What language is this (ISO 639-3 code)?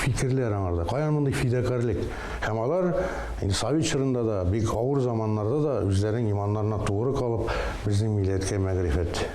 tat